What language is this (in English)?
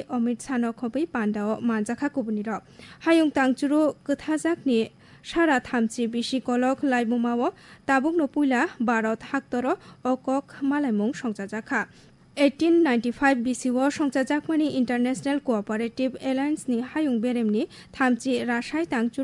Kok Borok